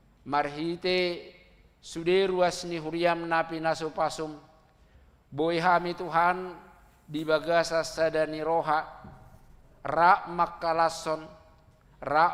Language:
Batak Toba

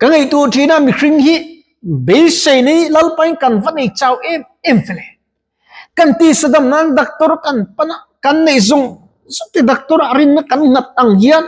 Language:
Mizo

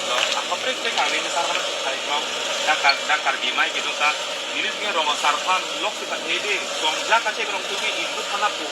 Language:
Karbi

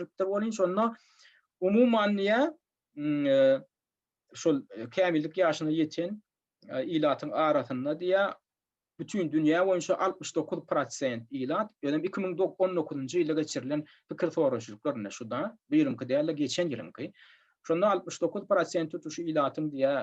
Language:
Turkmen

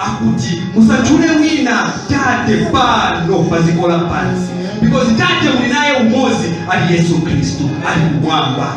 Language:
Nyanja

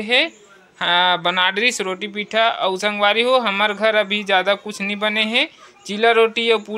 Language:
Chhattisgarhi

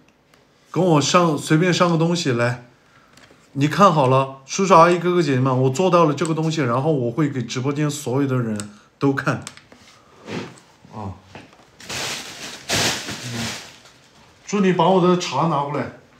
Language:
Chinese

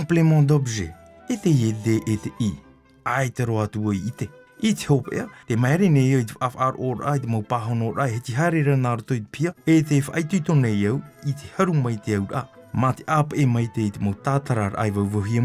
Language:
Tahitian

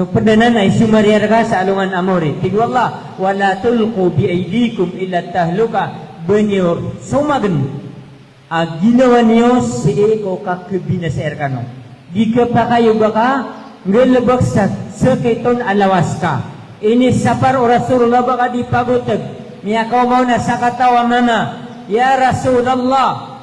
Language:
Maranao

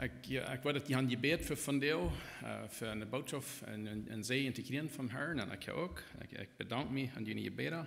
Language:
Plautdietsch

